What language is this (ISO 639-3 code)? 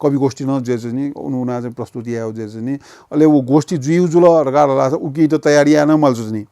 new